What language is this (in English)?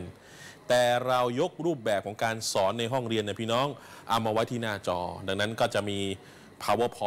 Thai